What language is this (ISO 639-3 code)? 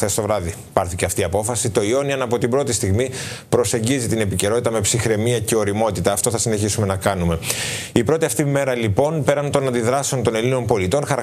ell